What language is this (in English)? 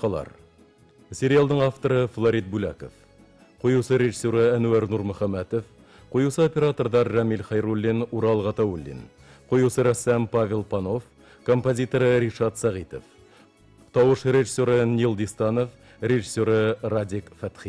Bashkir